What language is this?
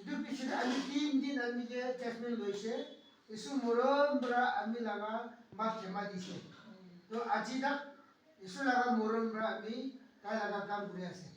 Naga Pidgin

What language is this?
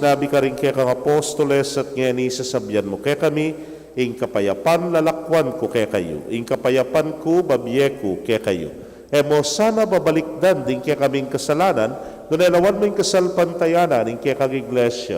Pampanga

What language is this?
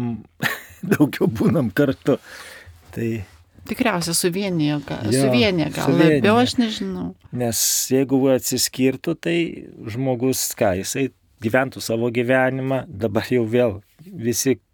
Lithuanian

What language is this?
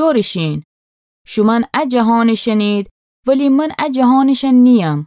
Gilaki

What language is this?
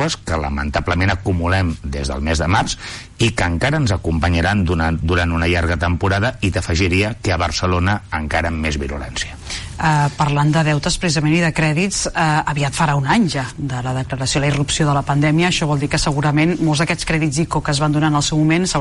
Catalan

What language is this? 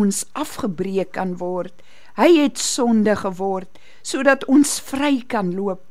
Afrikaans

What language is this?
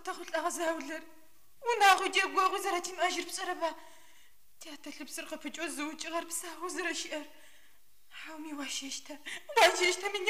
Adyghe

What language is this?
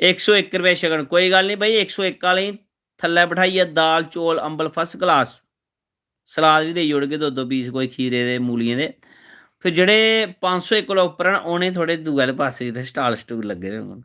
Dogri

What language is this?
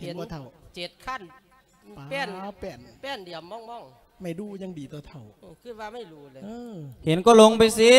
Lao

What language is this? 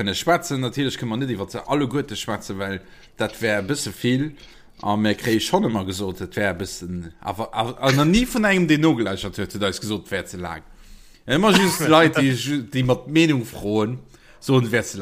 Luxembourgish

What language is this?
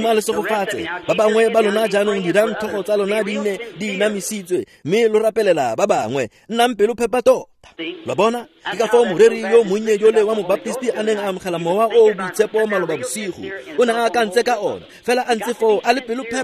Tswana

